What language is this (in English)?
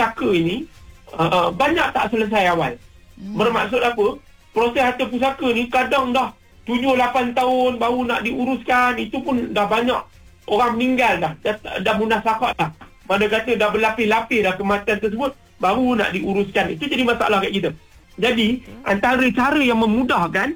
Malay